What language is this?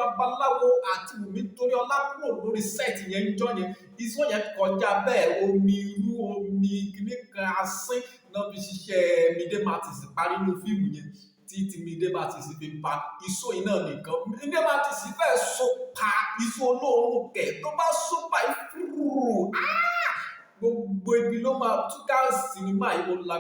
Yoruba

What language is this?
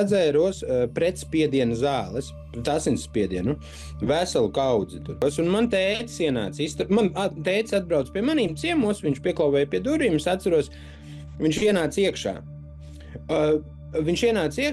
Latvian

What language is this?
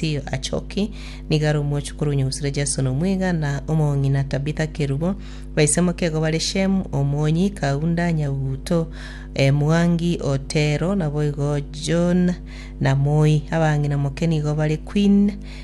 Gusii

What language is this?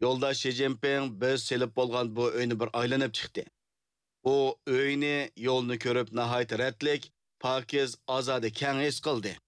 Uyghur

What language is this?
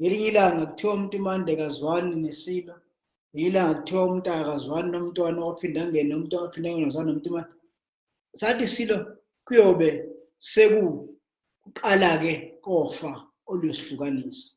Zulu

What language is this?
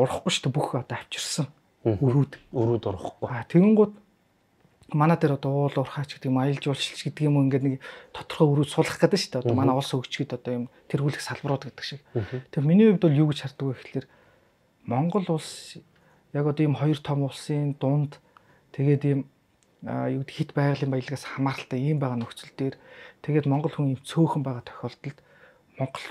Mongolian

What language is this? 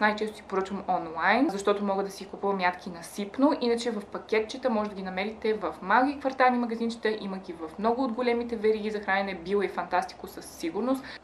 Bulgarian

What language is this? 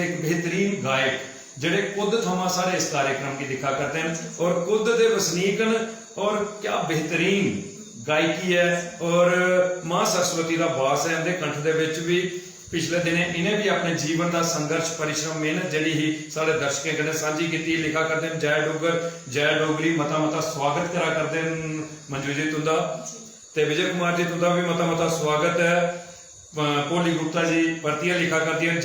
Dogri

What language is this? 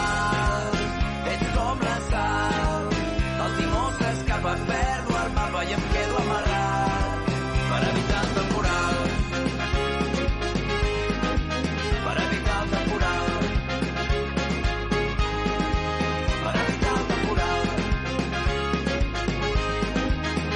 Catalan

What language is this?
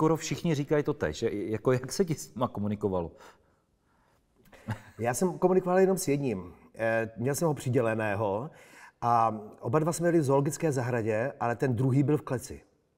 Czech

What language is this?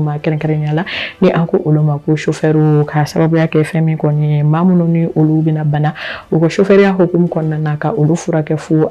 Bambara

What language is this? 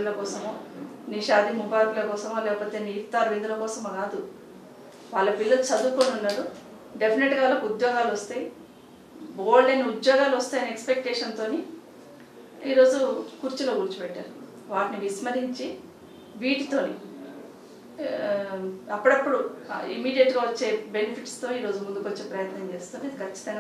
Telugu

